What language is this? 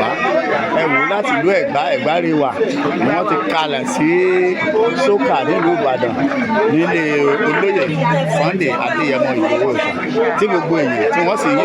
Yoruba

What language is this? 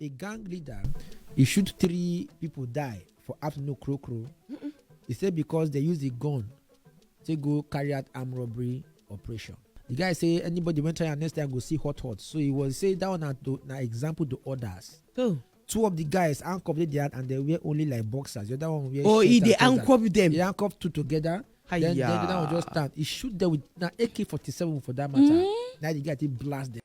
Nigerian Pidgin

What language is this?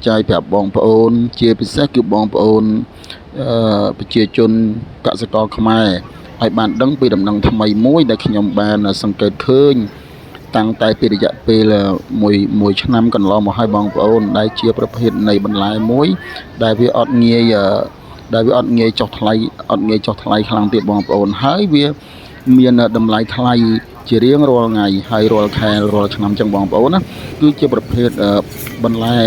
Khmer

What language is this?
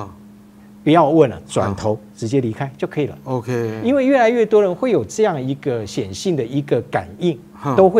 Chinese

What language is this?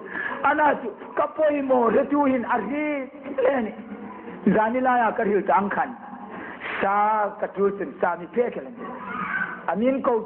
Hmar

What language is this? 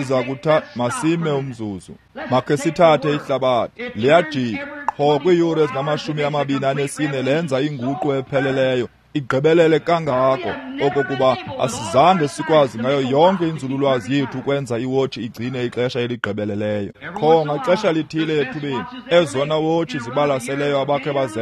Xhosa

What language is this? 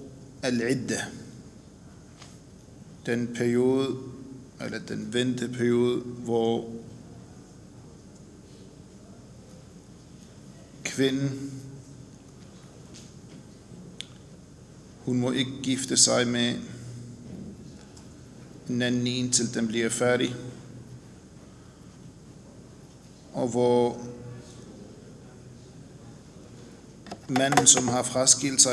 Danish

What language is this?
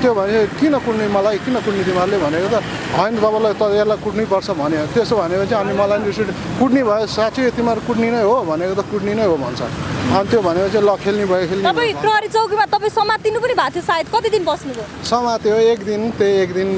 Nepali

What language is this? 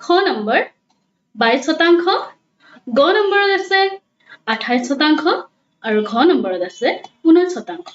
Assamese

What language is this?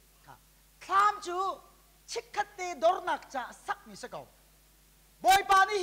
Hakha Chin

